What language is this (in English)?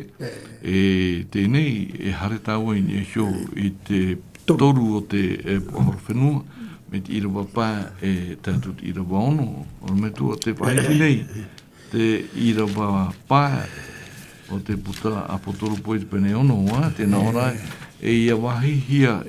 Tahitian